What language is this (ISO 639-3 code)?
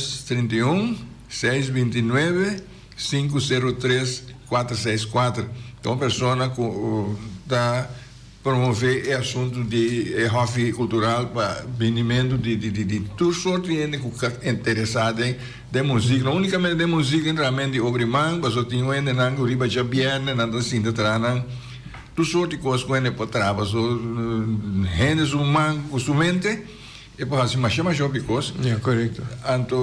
pap